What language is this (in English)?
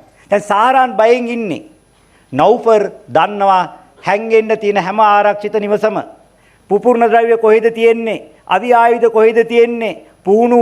Sinhala